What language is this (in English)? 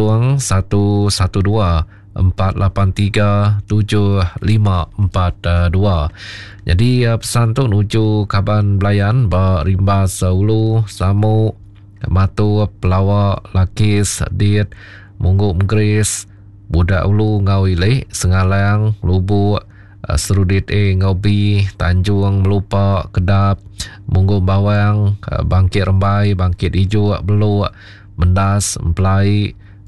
Iban